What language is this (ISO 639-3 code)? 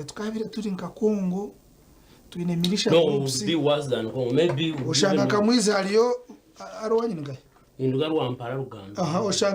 nyn